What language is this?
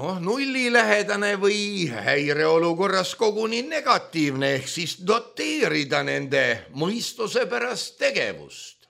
Estonian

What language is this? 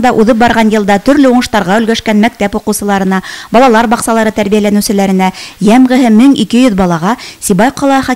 Bashkir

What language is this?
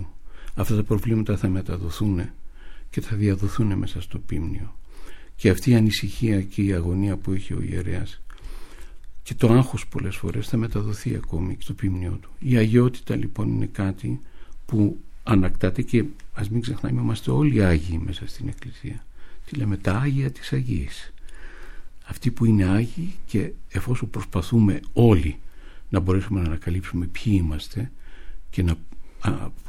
Greek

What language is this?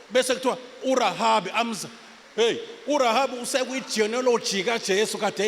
Zulu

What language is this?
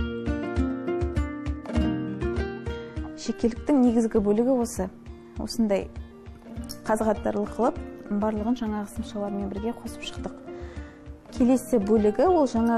Kazakh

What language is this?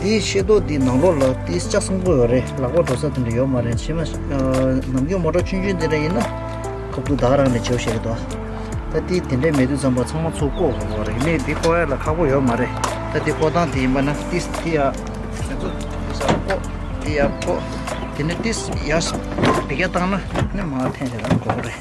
Tibetan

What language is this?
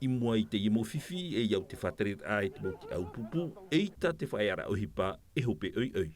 Tahitian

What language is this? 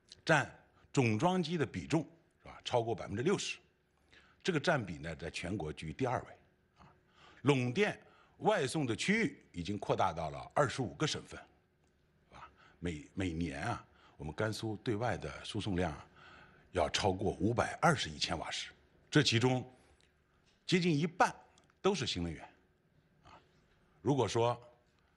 Chinese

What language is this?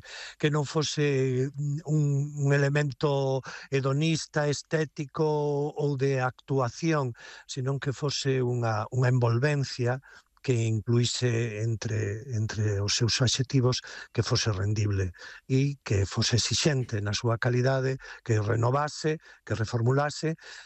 Galician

